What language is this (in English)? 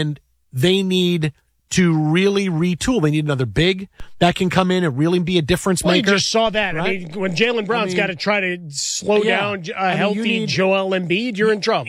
English